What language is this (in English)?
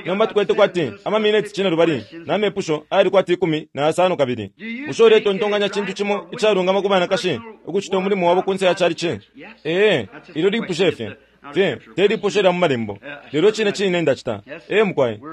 Bemba